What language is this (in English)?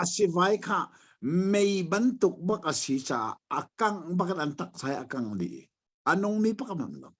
Hakha Chin